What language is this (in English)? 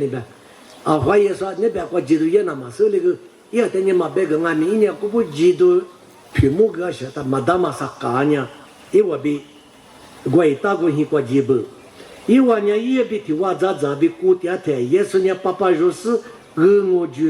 Lisu